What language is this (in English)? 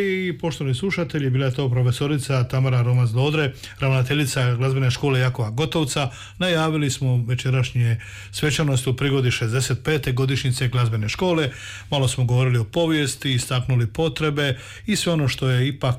Croatian